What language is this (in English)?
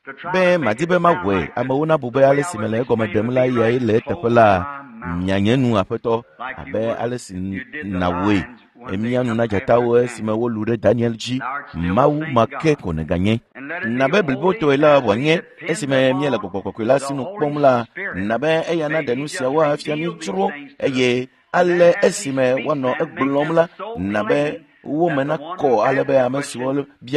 Ewe